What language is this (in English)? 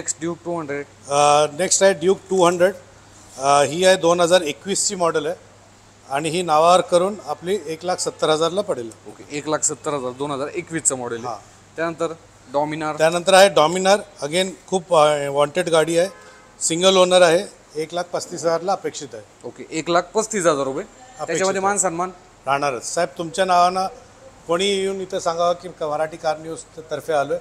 Marathi